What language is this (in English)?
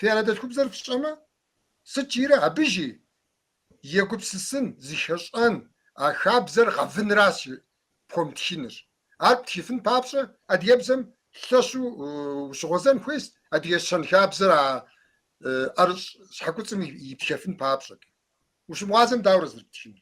Kabardian